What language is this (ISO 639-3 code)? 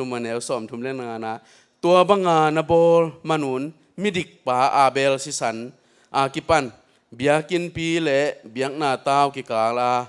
ctd